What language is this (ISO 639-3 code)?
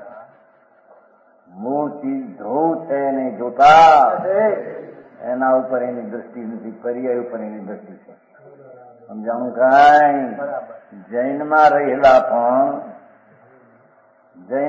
guj